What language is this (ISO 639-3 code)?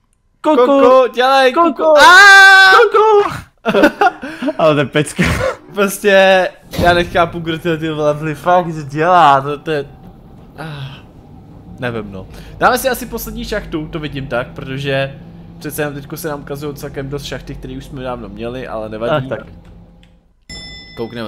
ces